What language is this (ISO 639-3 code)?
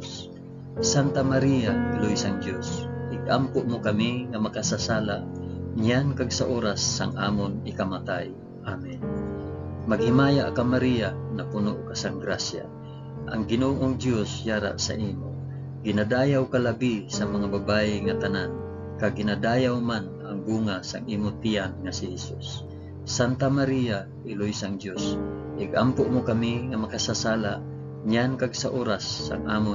hil